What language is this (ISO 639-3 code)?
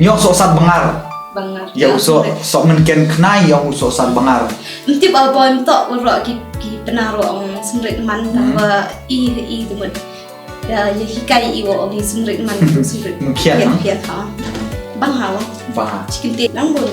kha